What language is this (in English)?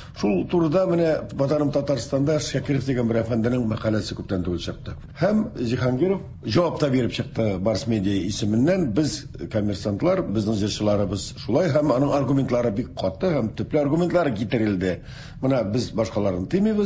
Tatar